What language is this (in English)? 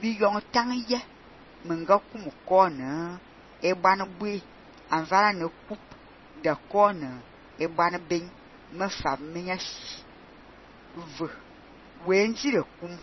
Fang